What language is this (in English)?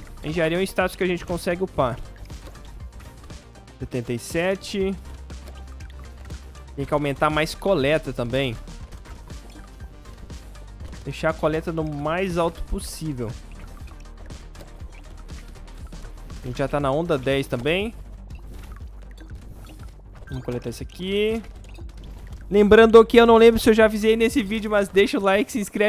Portuguese